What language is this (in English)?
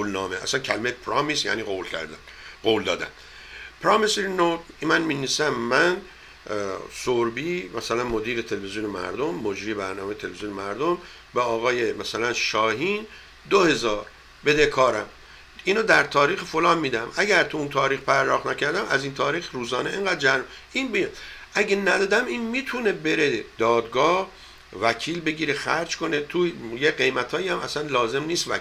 Persian